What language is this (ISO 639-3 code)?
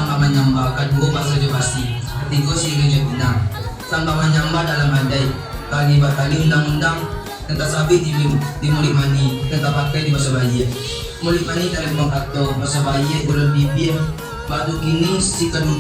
min